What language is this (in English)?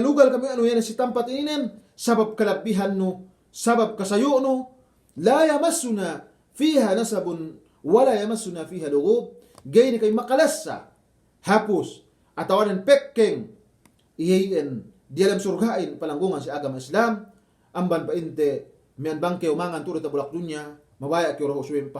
Yakan